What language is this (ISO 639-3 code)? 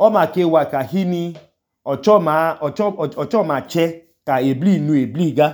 idu